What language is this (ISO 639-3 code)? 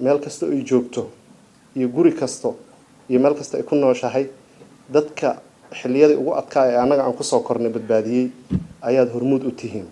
som